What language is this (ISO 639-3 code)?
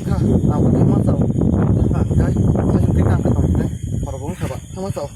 trp